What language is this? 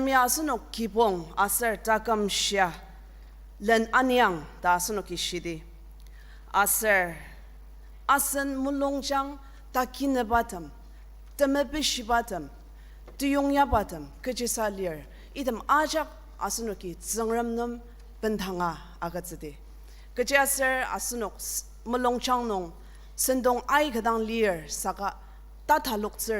Ao Naga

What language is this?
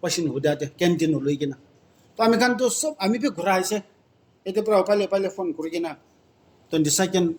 Naga Pidgin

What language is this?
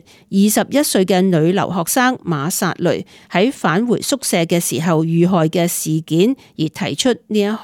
Cantonese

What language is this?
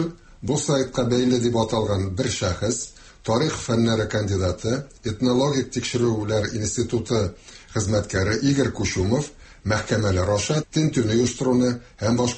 Tatar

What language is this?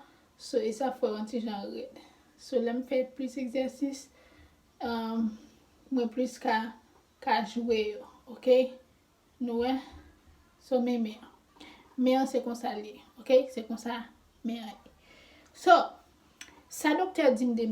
Haitian Creole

